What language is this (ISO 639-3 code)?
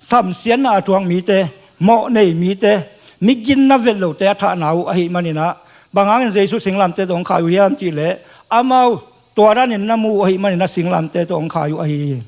ctd